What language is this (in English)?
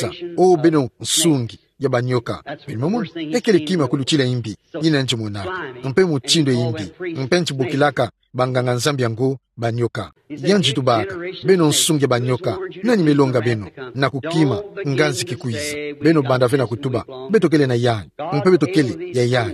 Kituba (Democratic Republic of Congo)